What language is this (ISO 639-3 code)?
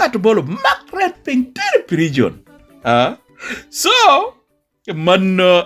laj